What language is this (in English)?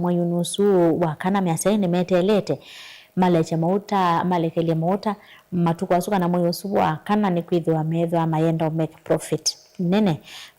Kamba